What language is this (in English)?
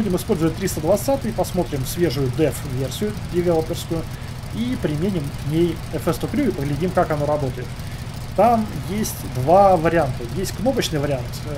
Russian